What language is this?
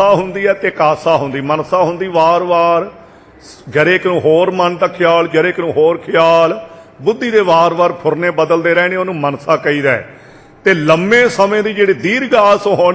Punjabi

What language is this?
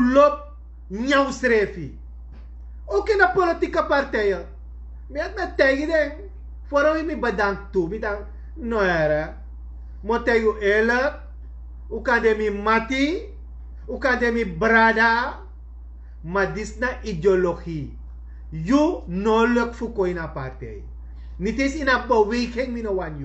Sranan Tongo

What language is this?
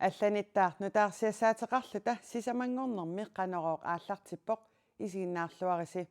Kalaallisut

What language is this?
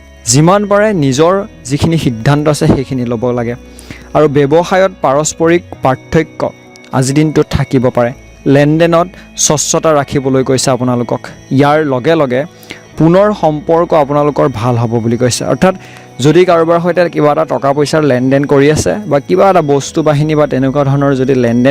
Assamese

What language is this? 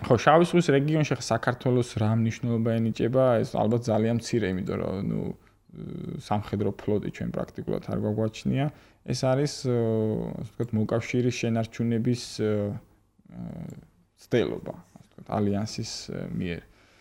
Georgian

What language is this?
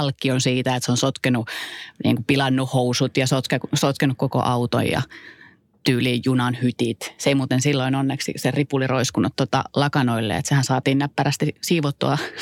Finnish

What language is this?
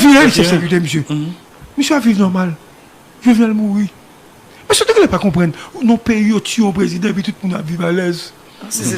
Haitian Creole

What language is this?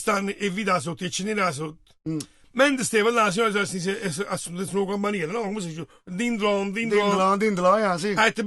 Neapolitan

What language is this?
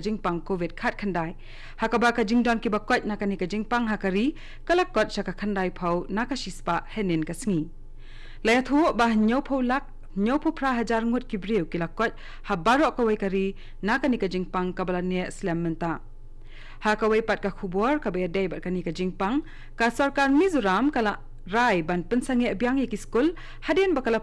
Khasi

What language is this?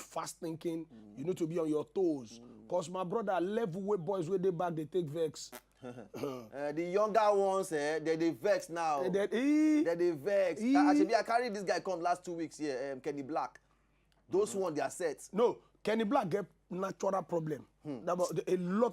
Nigerian Pidgin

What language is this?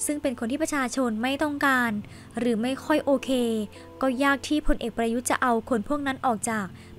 Thai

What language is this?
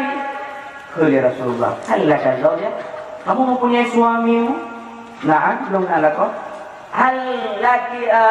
Achinese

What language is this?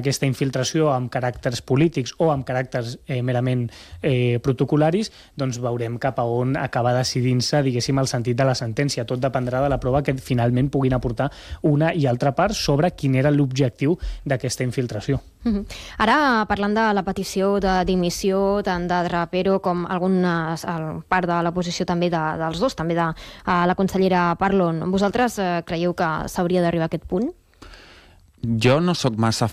Catalan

